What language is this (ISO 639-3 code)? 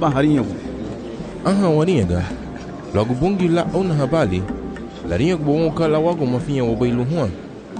cab